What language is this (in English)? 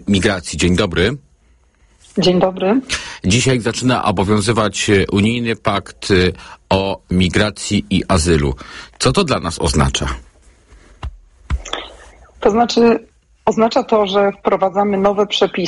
Polish